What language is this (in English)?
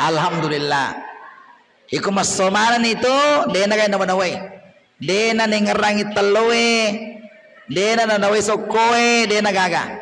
Buginese